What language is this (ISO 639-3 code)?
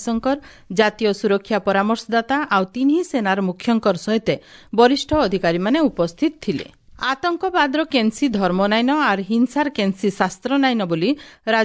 ori